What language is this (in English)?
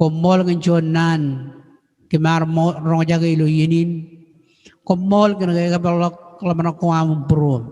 Marshallese